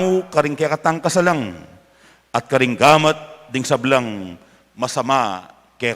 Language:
Pampanga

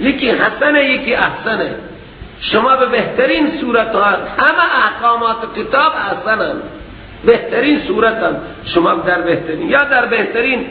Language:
Persian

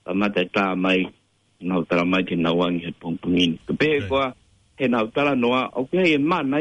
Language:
Tongan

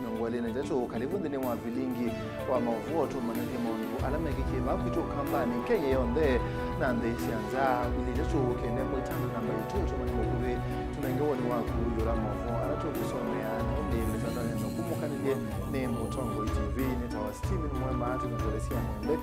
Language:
Kamba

